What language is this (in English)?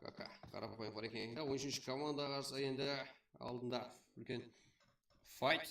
Kara-Kalpak